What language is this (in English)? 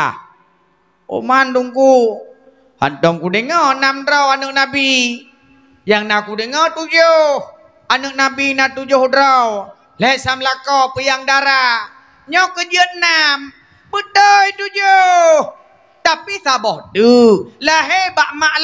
Achinese